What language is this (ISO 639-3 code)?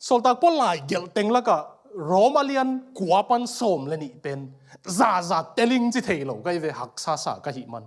ctd